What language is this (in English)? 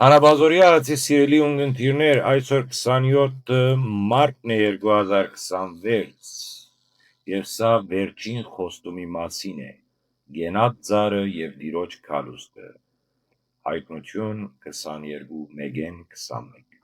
Western Armenian